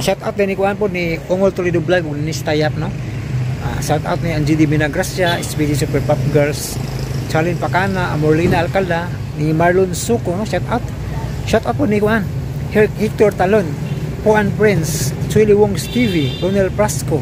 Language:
Cebuano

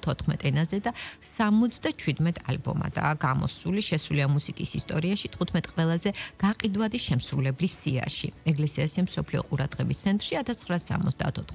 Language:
Georgian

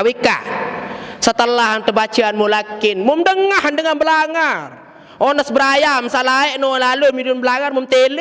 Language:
Sasak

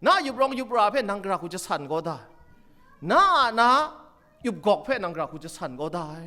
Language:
Kachin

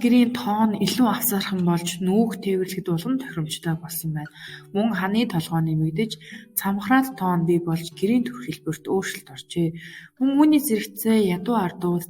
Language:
Mongolian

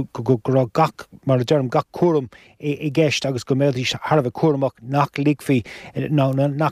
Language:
Irish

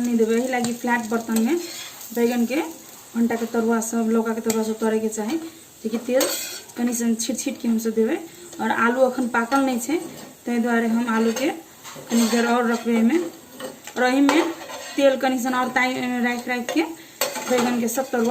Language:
Maithili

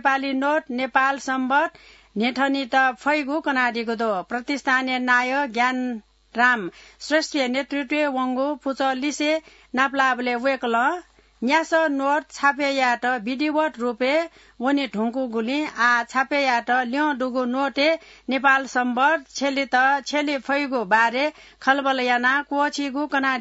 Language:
Newari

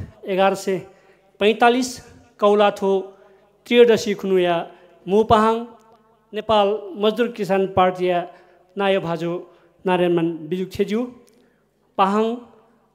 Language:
Newari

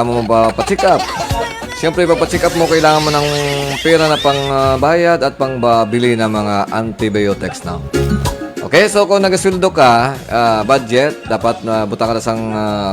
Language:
Hiligaynon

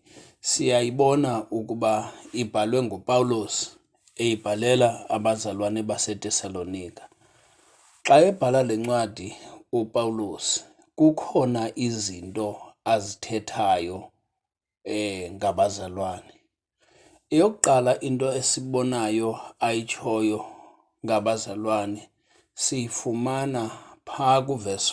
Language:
Xhosa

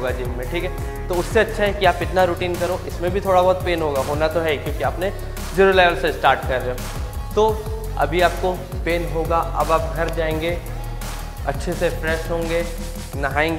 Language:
Hindi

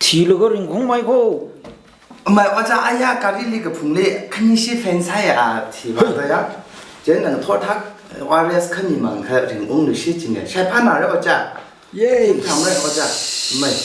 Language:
Tangkhul Naga (India)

